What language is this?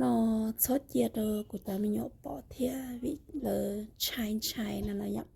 Hmong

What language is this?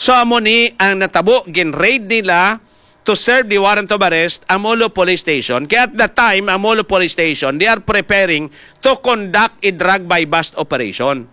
Hiligaynon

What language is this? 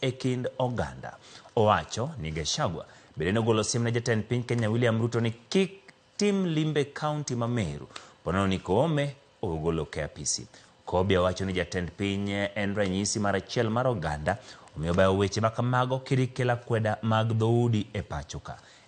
Luo (Kenya and Tanzania)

